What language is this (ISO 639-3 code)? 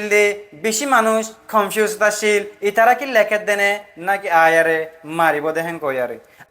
rhg